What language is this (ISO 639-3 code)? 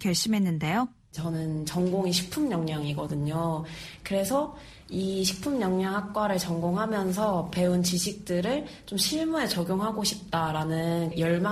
kor